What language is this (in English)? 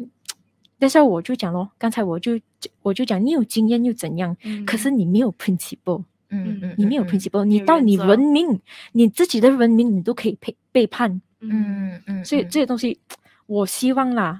Chinese